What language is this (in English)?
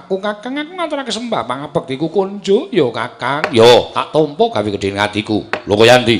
Javanese